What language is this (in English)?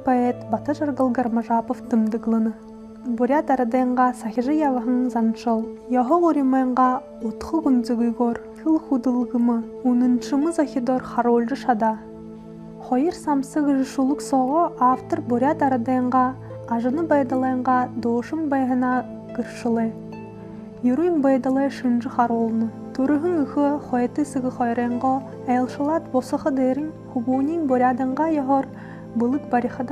Buriat